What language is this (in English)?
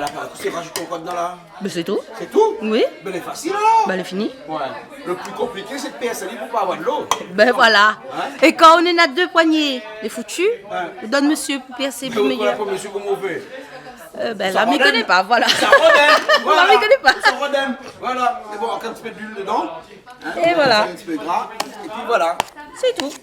Réunion Creole French